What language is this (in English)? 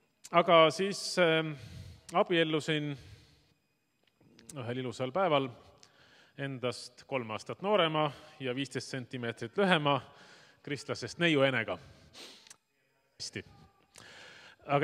Estonian